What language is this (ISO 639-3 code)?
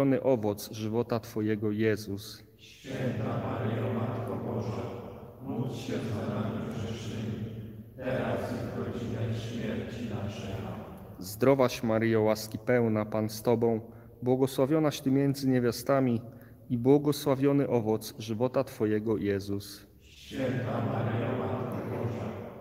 pol